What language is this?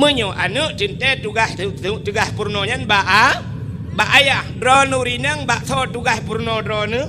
Achinese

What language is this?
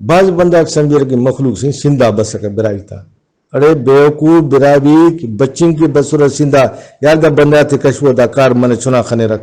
Brahui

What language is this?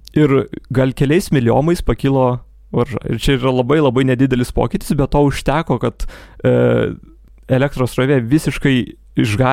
Lithuanian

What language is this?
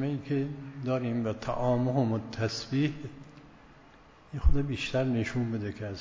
Persian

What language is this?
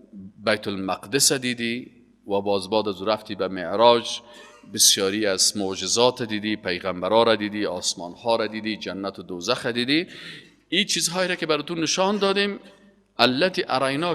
Persian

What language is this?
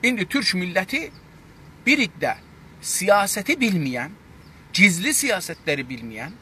South Azerbaijani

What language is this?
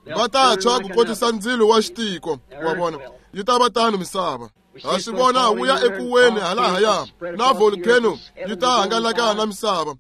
Tsonga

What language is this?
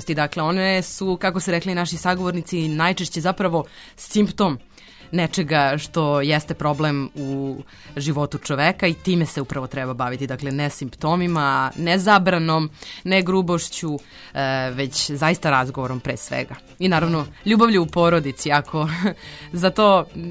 Serbian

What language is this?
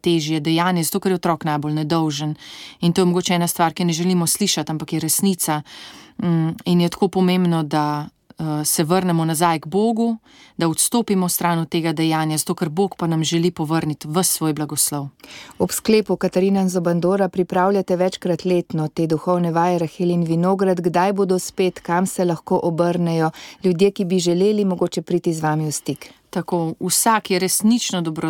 Slovenian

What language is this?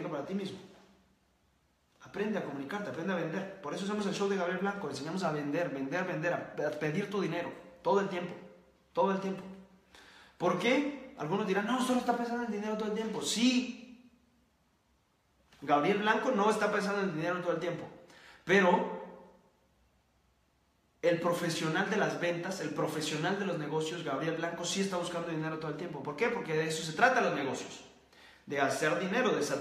Spanish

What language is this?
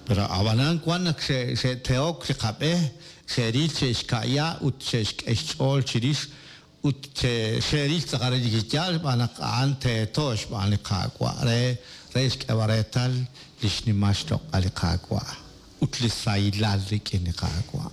Kekchí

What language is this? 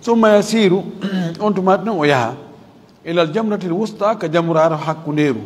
Fula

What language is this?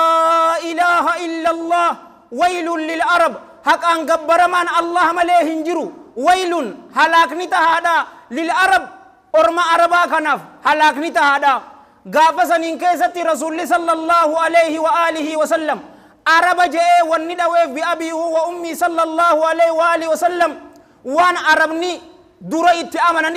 Oromo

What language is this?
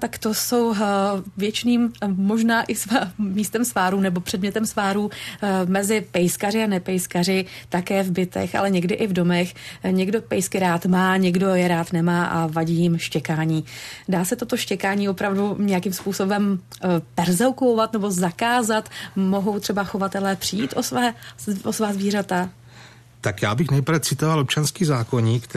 Czech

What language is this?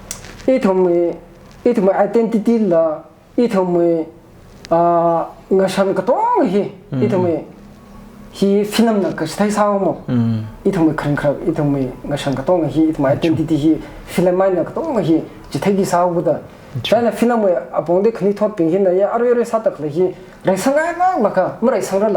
Tangkhul Naga (India)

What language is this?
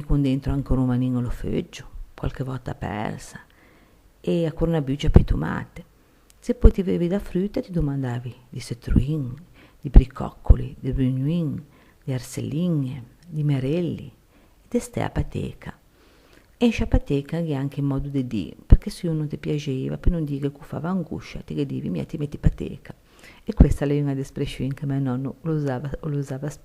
Ligurian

